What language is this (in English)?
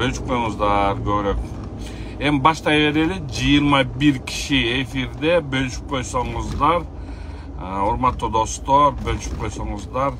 Kyrgyz